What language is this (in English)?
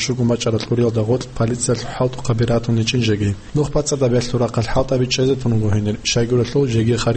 Avaric